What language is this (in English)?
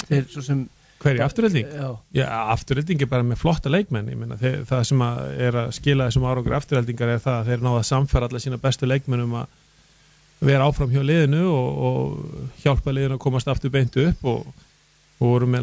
Icelandic